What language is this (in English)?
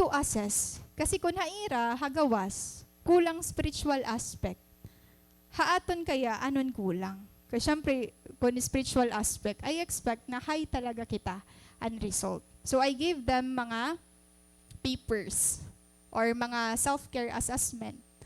Waray